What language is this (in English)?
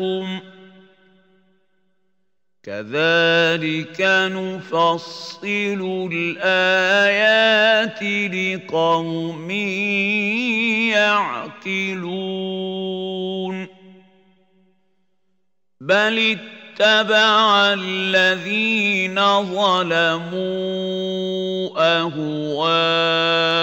Arabic